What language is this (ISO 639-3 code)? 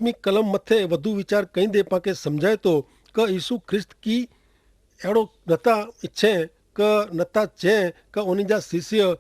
kfr